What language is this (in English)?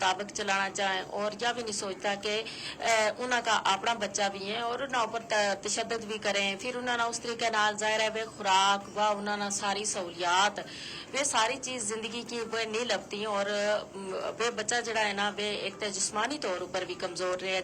Gujari